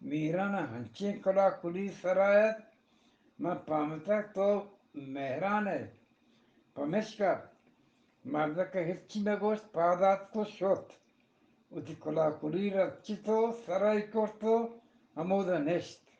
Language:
Eastern Balochi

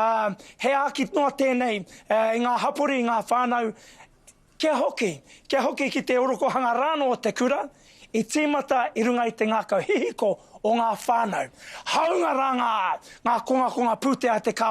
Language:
Māori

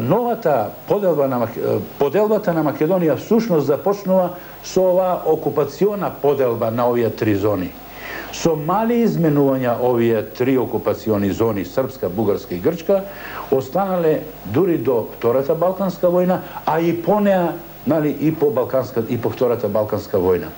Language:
Macedonian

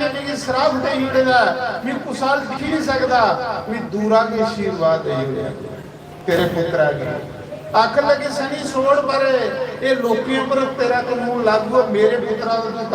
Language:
Dogri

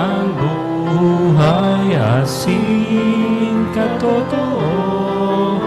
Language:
Bikol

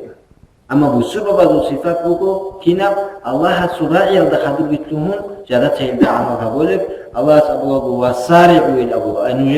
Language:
Avaric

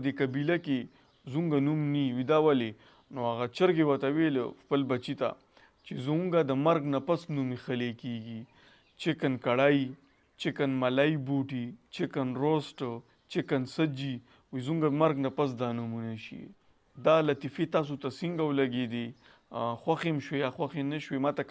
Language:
Pashto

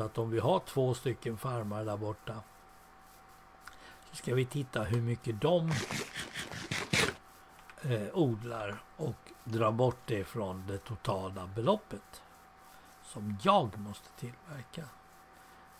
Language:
Swedish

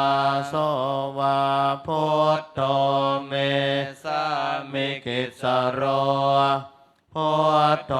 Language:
Pali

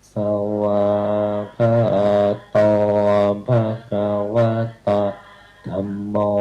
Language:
Pali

